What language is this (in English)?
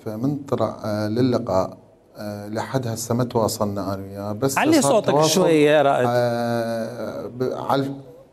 Mesopotamian Arabic